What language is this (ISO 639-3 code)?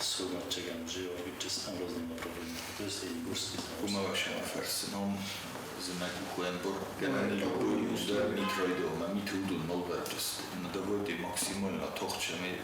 oss